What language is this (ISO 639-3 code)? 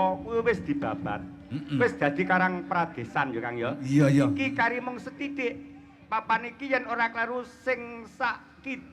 jav